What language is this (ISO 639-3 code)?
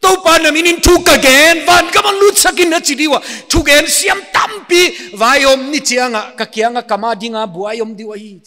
pck